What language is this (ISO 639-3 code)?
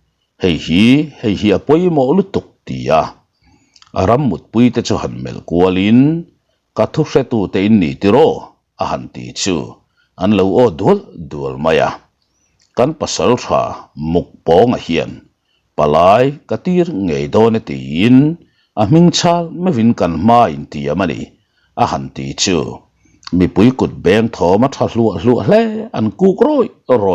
lus